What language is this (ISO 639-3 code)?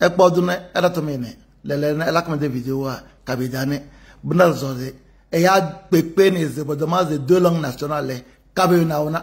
kbp